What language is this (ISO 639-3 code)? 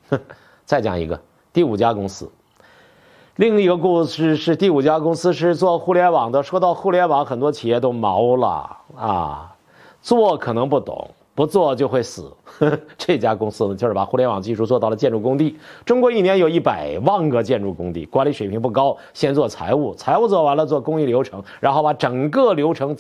zho